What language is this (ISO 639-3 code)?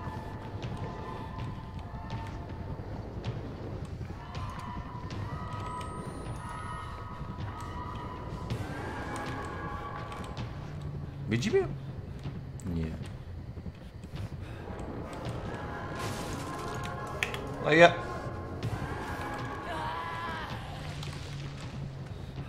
pol